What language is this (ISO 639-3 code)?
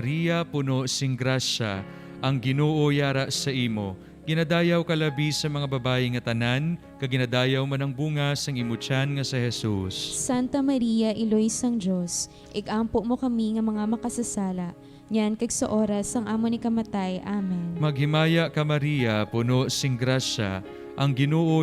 hil